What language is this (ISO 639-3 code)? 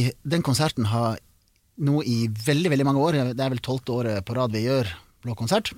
nor